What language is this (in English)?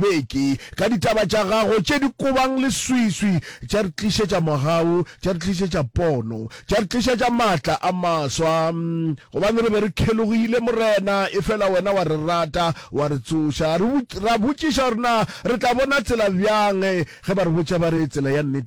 Northern Sotho